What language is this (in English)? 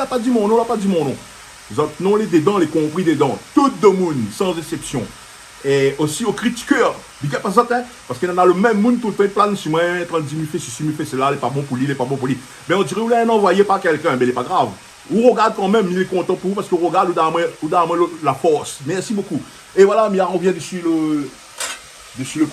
Réunion Creole French